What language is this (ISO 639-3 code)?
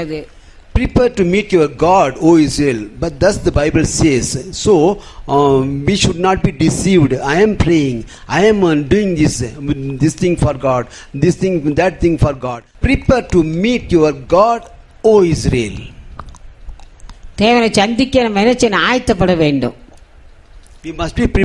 tam